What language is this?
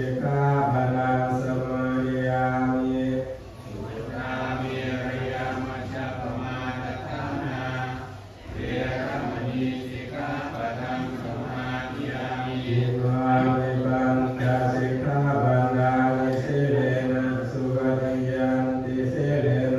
Pali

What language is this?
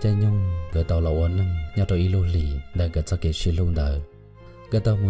Hmong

